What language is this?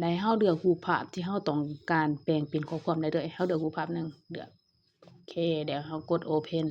Lao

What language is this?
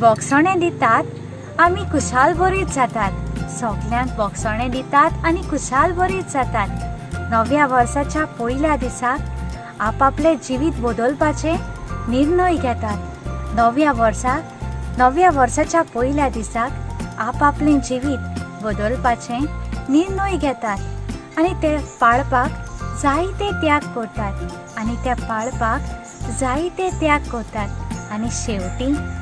Konkani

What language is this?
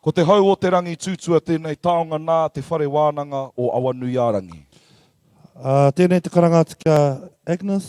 Māori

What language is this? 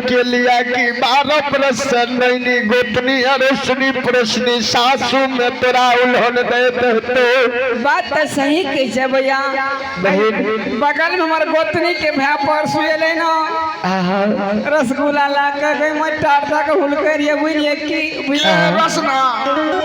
Maithili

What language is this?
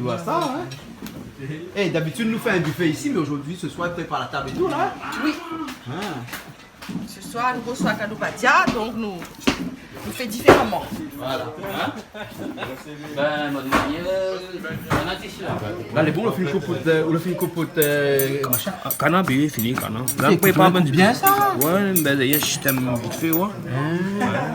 Réunion Creole French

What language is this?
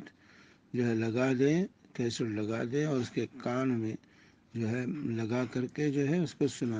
Urdu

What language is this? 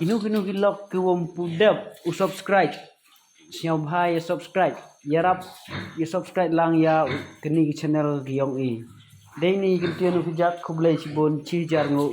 Khasi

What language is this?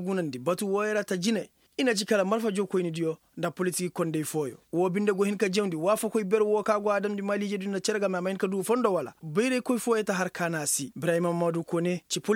Koyraboro Senni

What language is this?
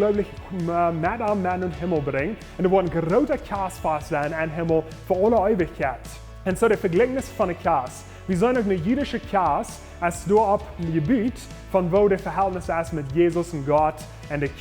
Plautdietsch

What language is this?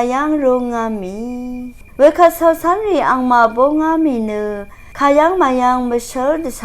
Rawang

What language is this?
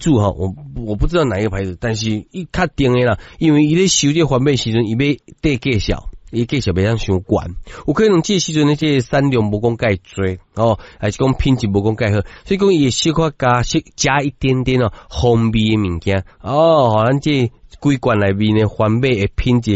Min Nan Chinese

